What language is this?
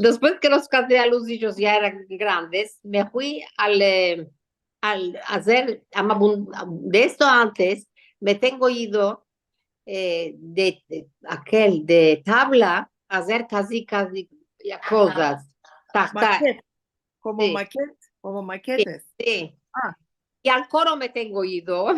Ladino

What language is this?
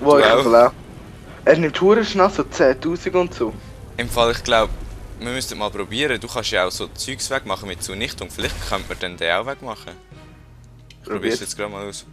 Swiss German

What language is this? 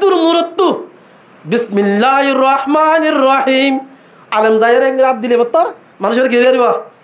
Rohingya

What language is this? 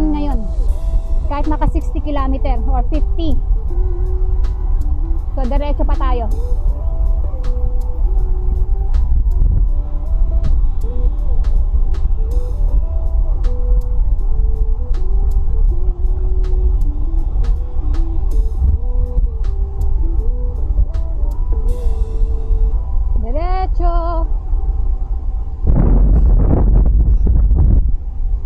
Filipino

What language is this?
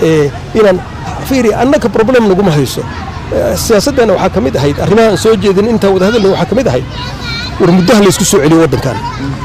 Somali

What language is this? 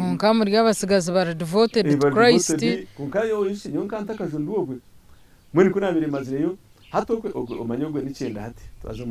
Nyankole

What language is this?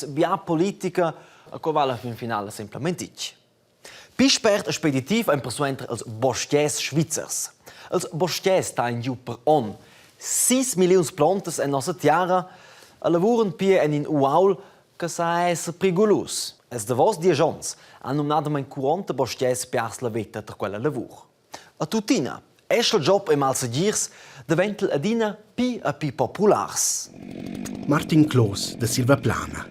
Romansh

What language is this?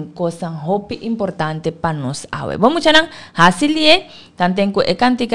Papiamento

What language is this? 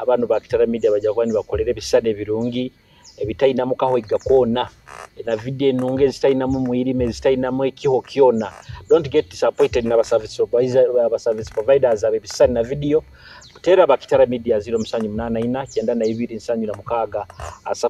Nyoro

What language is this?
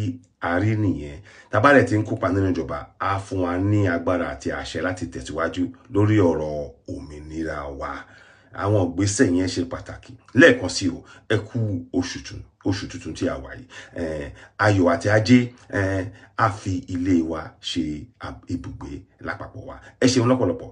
Yoruba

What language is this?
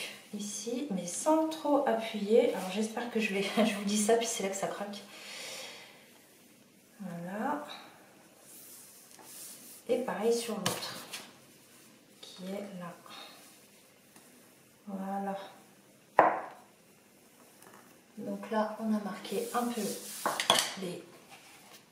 French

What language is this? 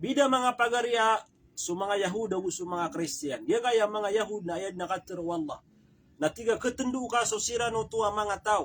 Maranao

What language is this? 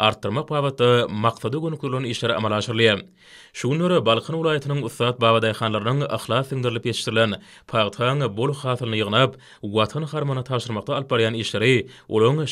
Turkmen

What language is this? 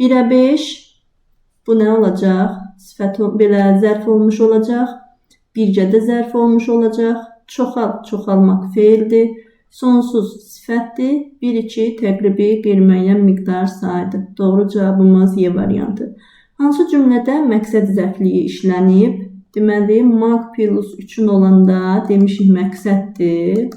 Azerbaijani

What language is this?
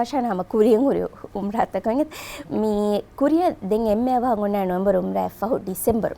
Divehi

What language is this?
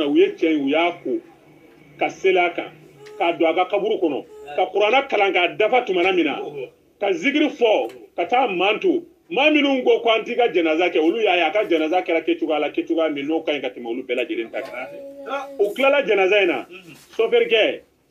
Bambara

